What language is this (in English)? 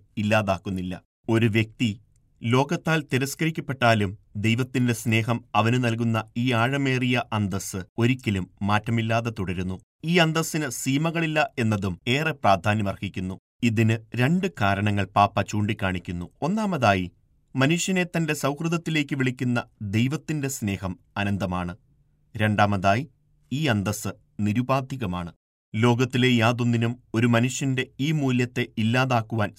Malayalam